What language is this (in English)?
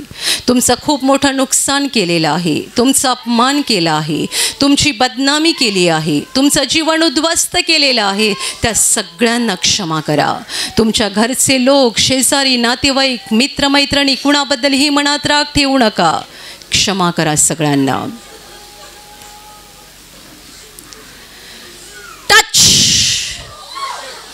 Marathi